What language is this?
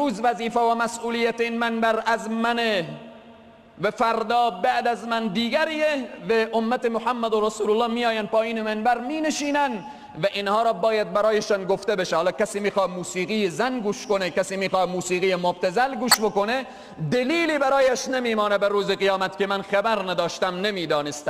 Persian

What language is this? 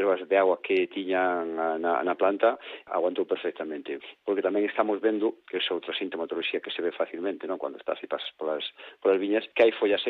Galician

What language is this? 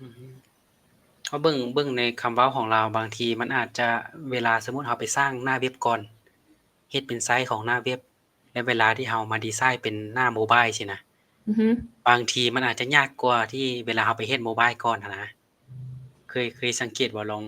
Lao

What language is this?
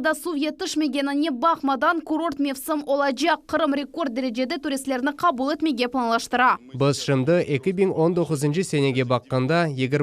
Crimean Tatar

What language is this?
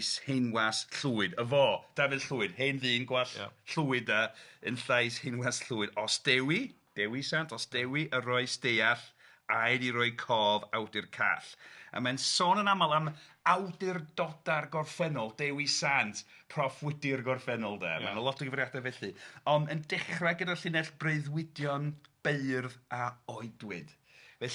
Welsh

